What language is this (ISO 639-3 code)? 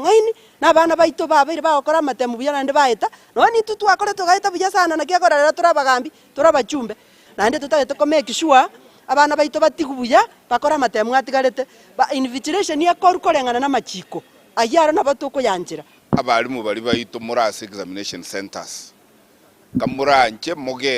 guz